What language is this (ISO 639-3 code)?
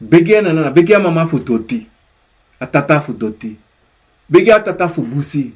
srn